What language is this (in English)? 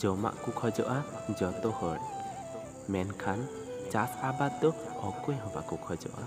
Santali